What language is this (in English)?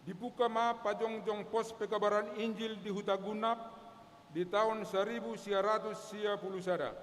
Batak Toba